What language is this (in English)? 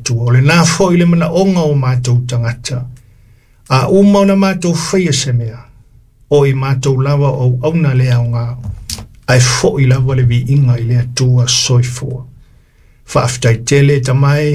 Samoan